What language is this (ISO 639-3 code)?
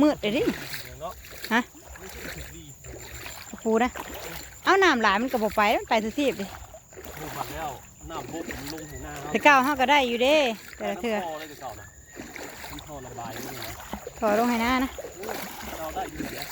tts